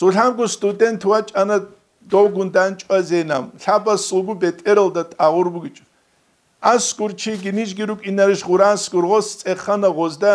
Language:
Avaric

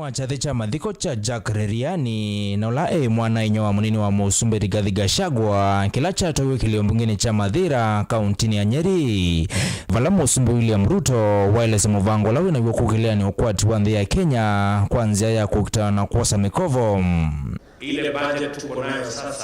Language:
Kamba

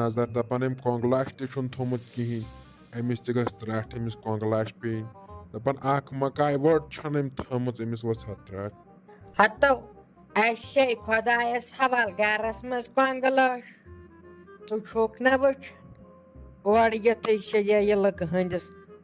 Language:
Kashmiri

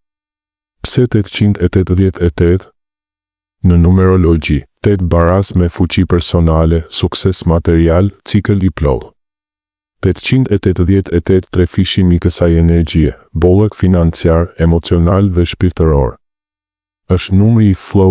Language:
Albanian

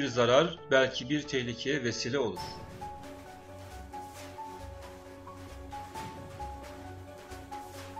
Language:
Turkish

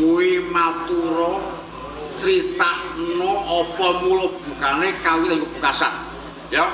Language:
Javanese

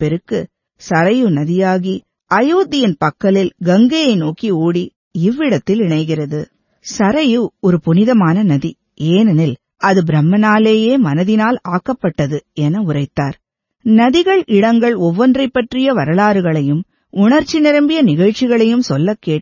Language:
Tamil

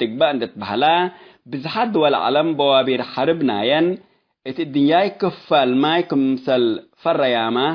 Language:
Tigre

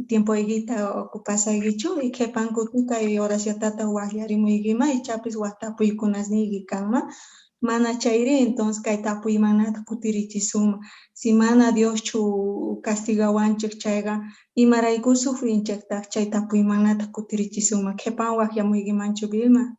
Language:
Quechua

